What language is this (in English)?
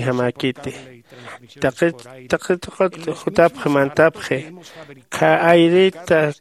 Aymara